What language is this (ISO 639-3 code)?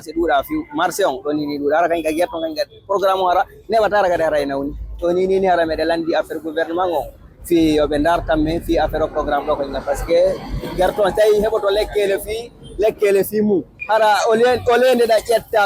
ful